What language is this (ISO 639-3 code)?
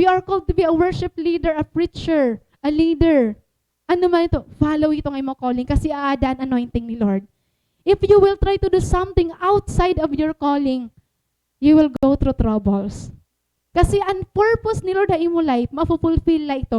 war